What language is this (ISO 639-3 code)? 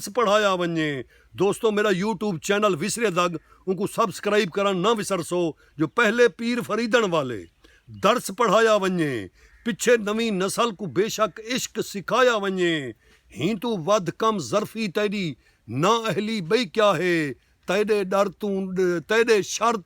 skr